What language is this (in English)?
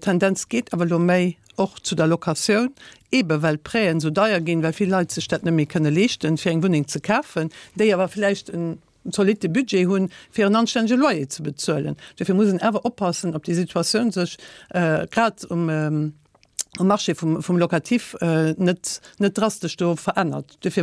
Luxembourgish